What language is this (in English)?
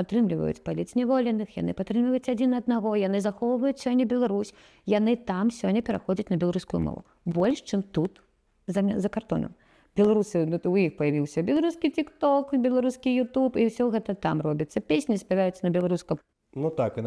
Belarusian